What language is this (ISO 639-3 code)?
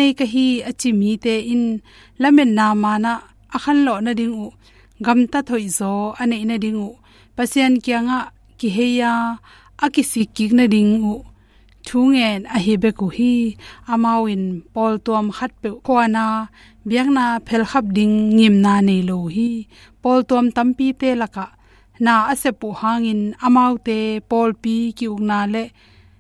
ctd